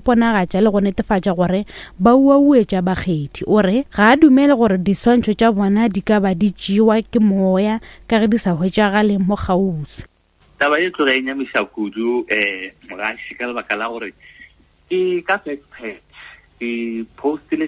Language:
Northern Sotho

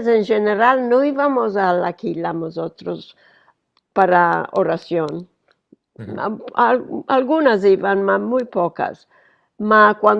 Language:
Ladino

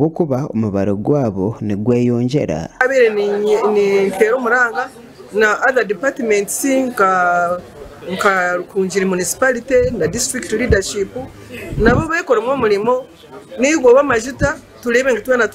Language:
Nyankole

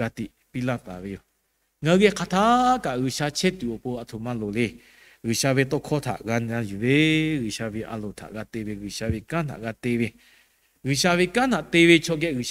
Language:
Lahu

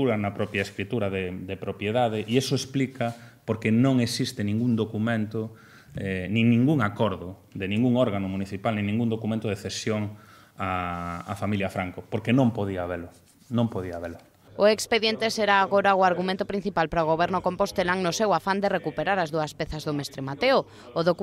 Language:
Galician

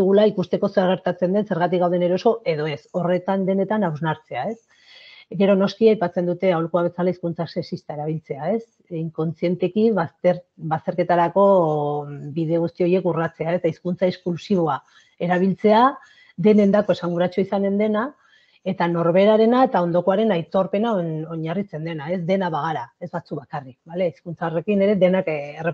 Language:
Basque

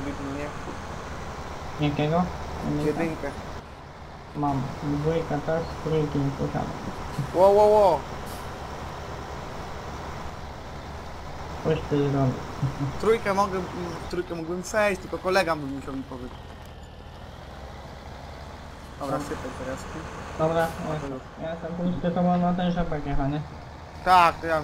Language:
Polish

